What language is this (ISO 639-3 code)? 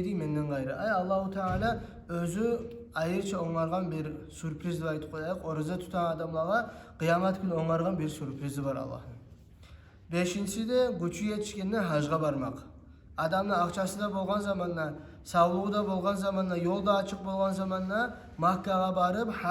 kum